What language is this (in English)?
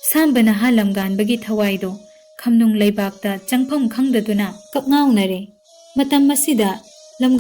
Manipuri